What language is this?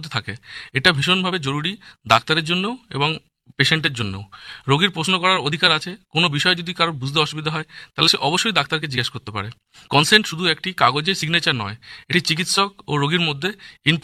Bangla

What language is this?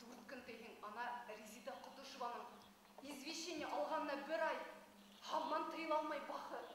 Bashkir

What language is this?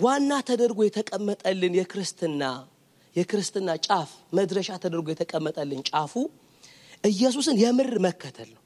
Amharic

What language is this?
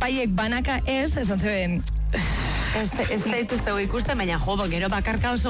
Basque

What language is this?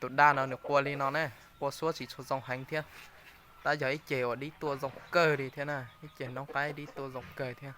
Hmong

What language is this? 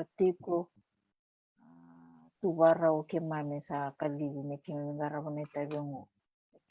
Fijian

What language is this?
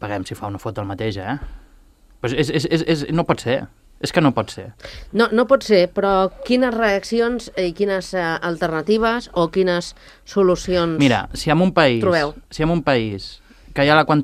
Catalan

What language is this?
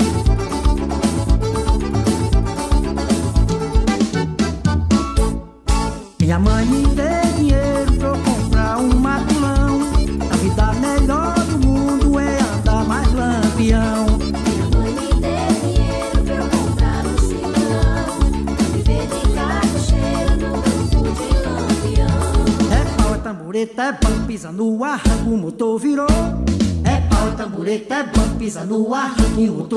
Portuguese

